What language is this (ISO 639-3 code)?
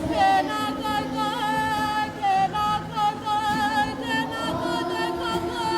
mri